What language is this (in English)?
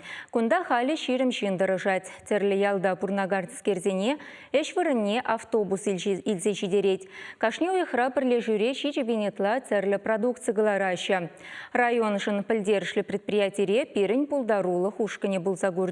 Chuvash